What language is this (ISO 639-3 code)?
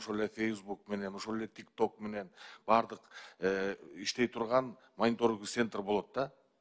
kir